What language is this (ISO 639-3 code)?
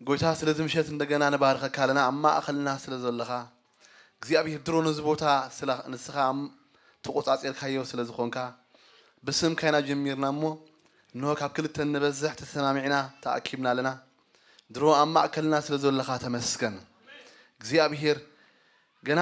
tir